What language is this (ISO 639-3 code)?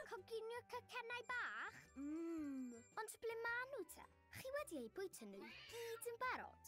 cym